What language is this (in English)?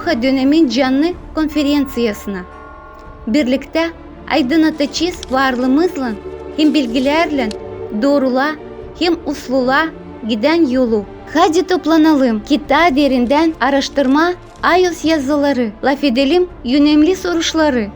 Gagauz